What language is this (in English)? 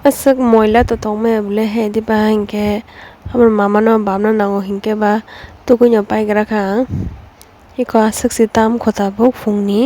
Kok Borok